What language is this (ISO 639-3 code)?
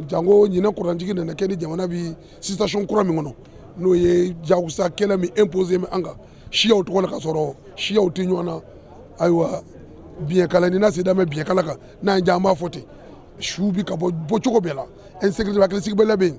bam